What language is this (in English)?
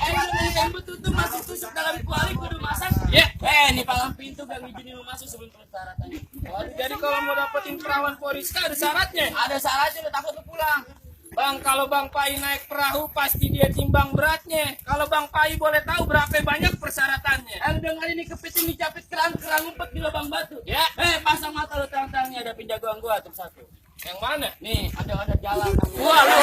Betawi